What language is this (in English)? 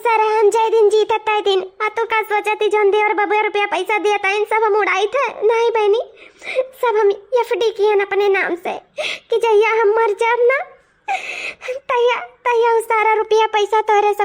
Awadhi